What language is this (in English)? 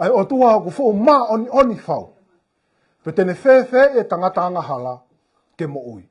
Tongan